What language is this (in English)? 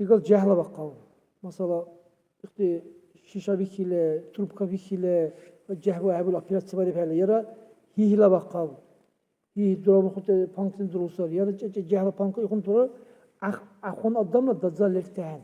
Dargwa